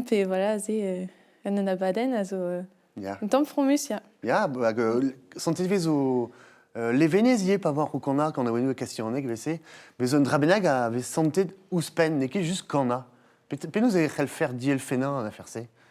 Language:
Breton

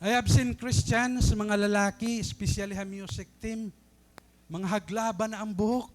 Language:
Waray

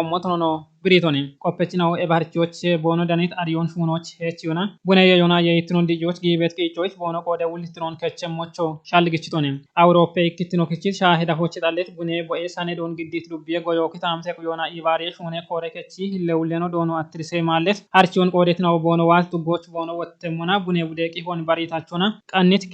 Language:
Kafa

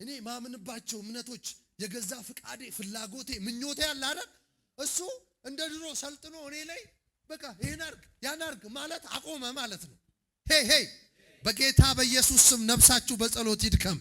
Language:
Amharic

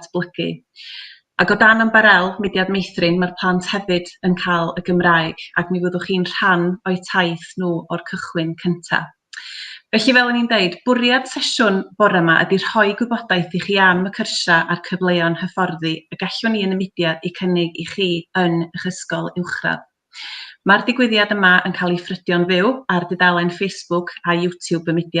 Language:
Welsh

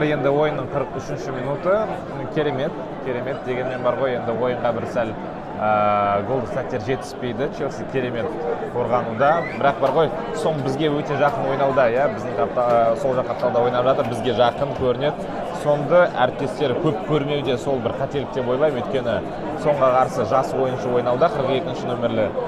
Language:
Kazakh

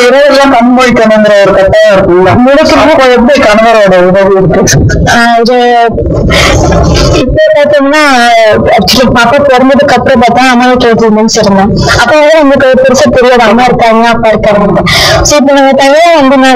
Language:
Tamil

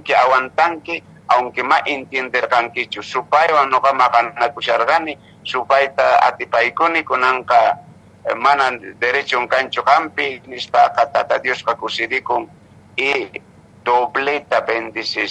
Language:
Quechua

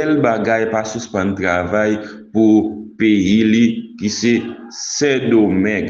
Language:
Haitian Creole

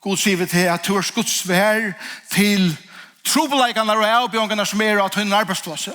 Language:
Faroese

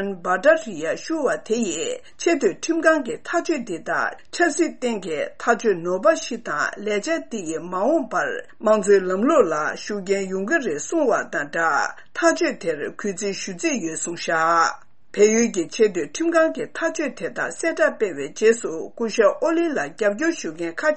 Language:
Tibetan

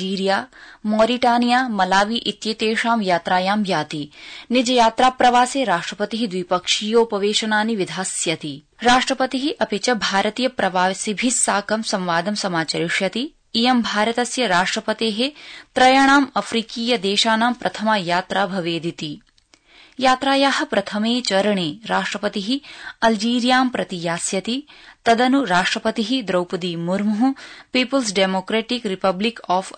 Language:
Sanskrit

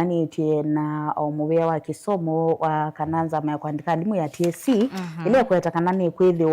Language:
Kamba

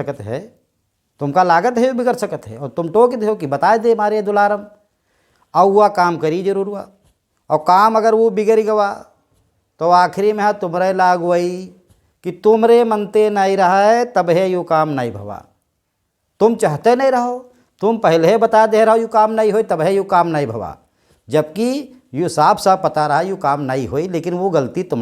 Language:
Awadhi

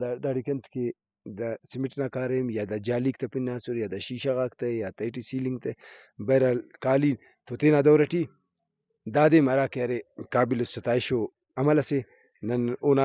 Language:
Brahui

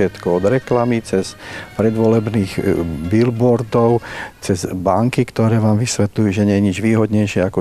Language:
Slovak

